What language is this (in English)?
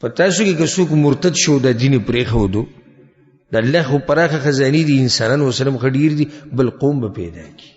Pashto